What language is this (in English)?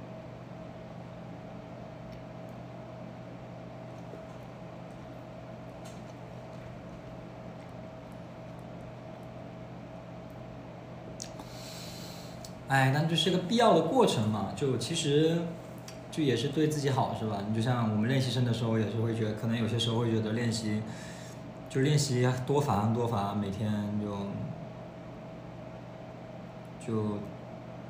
Chinese